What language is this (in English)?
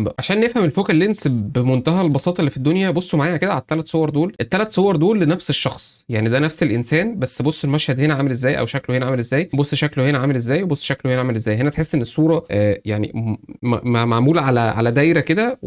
Egyptian Arabic